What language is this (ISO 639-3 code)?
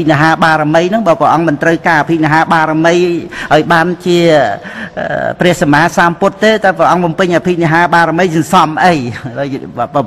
khm